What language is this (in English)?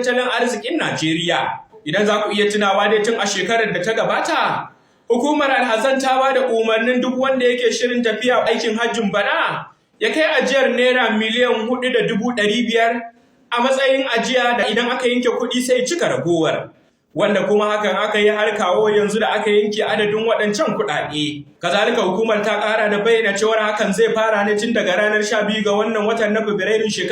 Hausa